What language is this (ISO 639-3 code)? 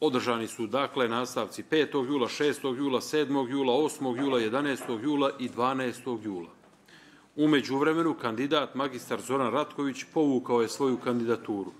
bos